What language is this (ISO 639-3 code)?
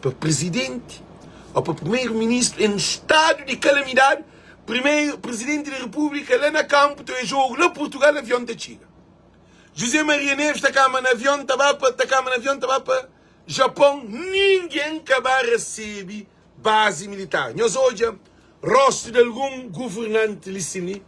kea